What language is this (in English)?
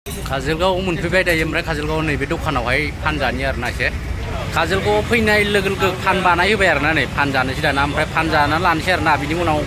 Bodo